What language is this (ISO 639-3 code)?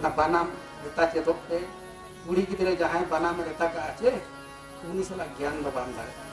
sat